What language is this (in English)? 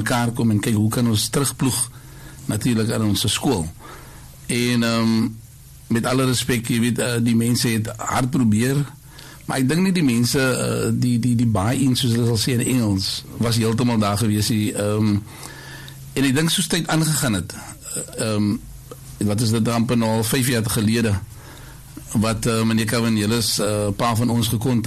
Afrikaans